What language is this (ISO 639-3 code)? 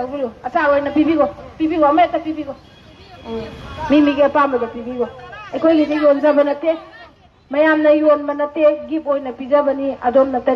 mni